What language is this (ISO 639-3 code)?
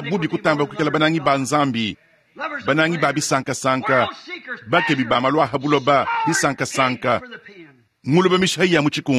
lua